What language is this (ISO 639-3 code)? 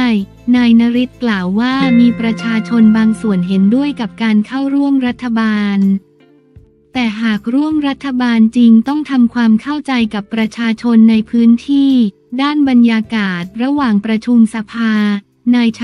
tha